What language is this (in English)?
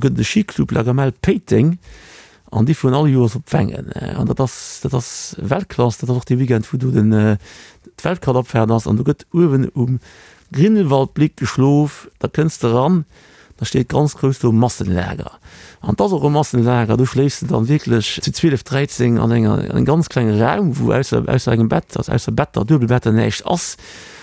Luxembourgish